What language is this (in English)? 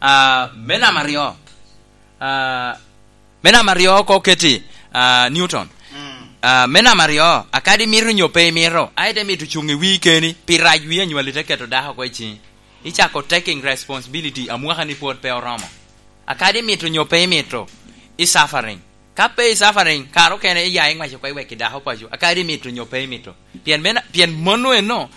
Lango (Uganda)